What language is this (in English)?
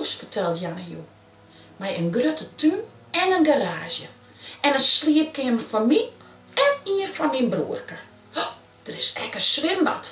Western Frisian